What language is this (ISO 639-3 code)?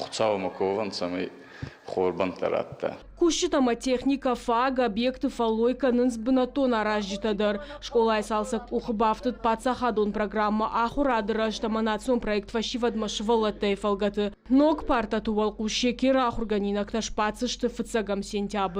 oss